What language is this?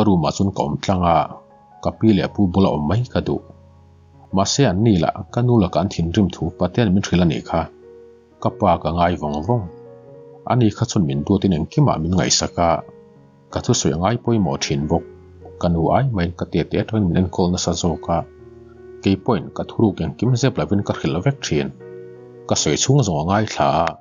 Mizo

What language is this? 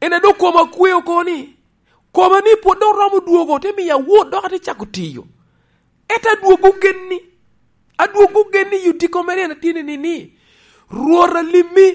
Lango (Uganda)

